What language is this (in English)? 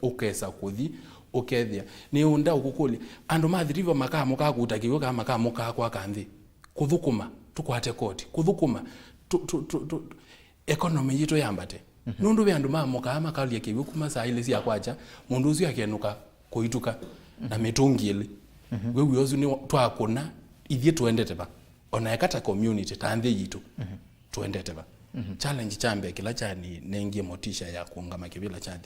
Kamba